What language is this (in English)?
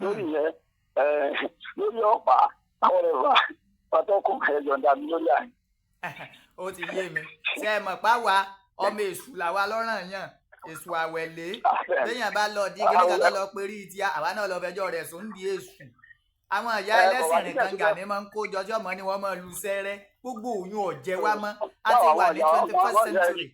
Yoruba